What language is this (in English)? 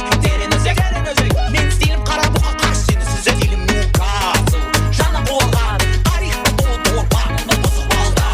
Kara-Kalpak